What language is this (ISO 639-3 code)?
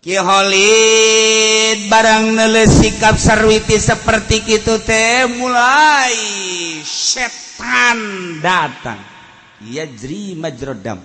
sun